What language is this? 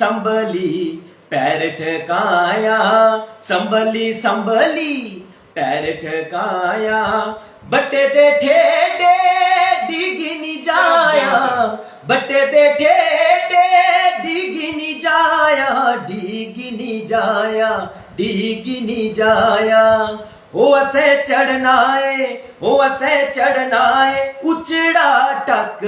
Dogri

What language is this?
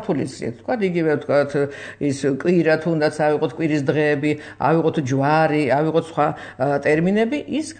Georgian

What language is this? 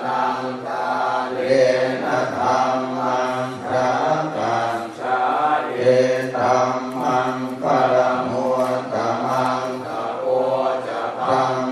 Pali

